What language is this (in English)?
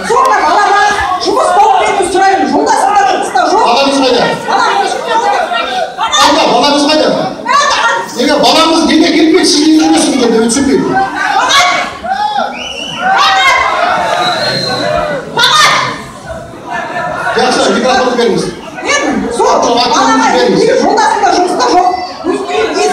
Kazakh